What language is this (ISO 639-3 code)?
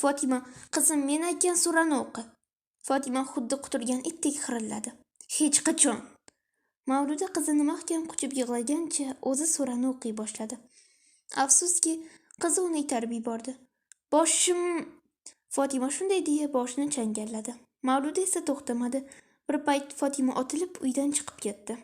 uzb